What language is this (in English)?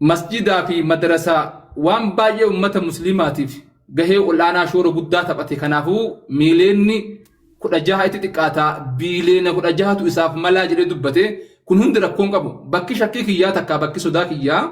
Oromo